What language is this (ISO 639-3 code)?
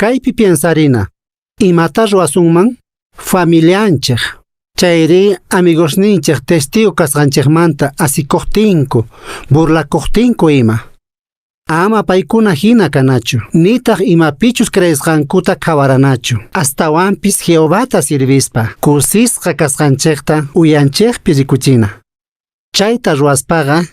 que